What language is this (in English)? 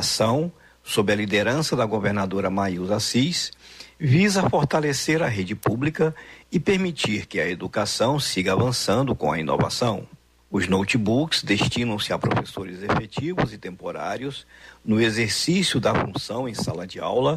Portuguese